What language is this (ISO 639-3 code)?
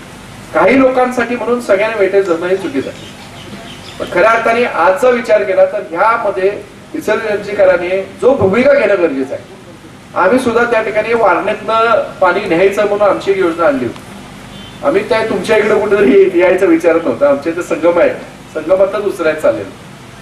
mar